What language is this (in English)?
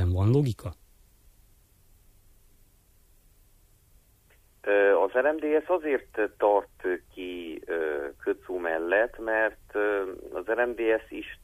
Hungarian